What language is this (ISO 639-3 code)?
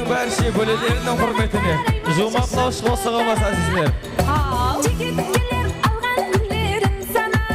kaa